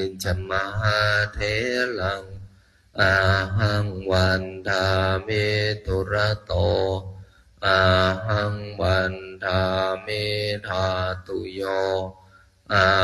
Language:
Pali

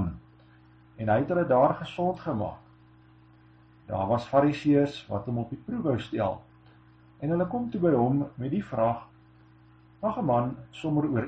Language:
Afrikaans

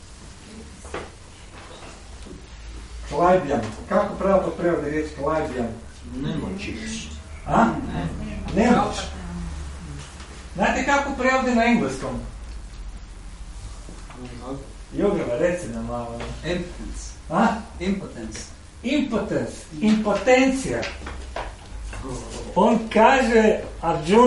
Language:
Croatian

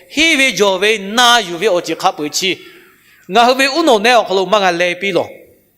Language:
Lahu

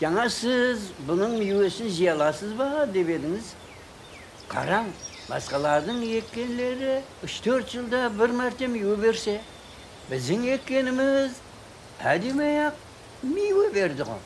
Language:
Kara-Kalpak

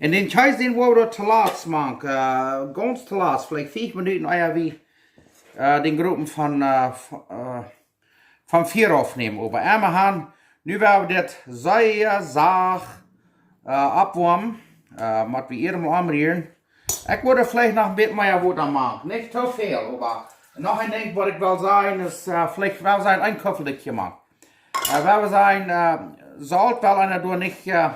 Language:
Plautdietsch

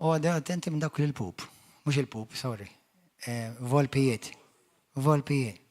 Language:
Maltese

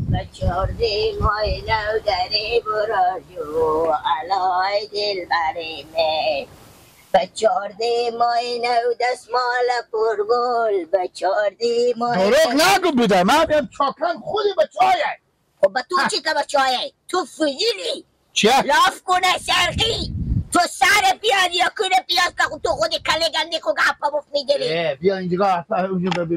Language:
Persian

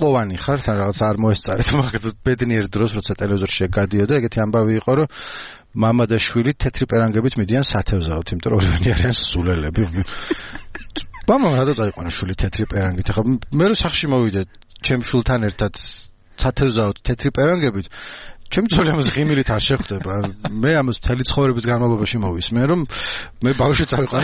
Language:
Georgian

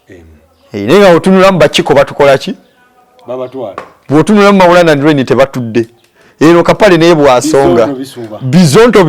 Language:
Ganda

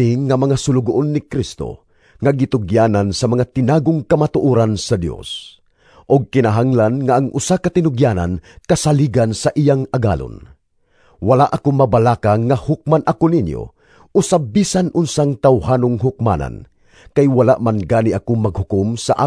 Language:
Cebuano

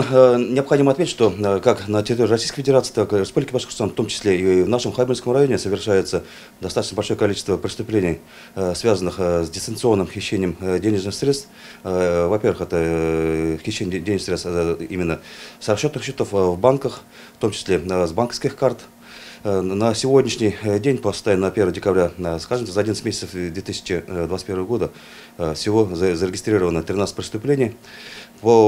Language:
Russian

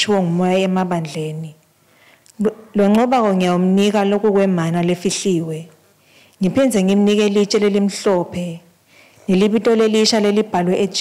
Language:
Swati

